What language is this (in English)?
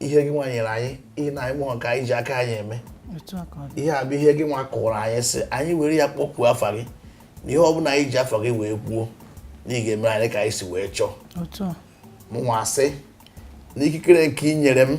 Igbo